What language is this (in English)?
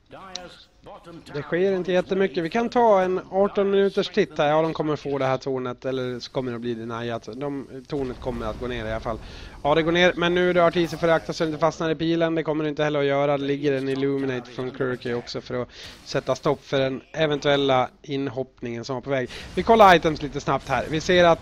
Swedish